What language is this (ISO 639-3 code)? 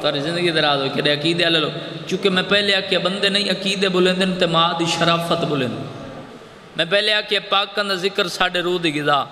skr